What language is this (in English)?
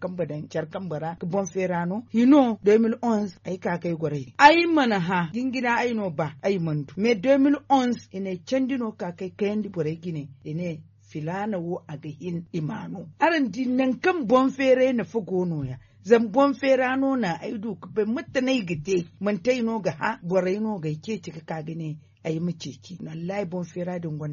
Zarma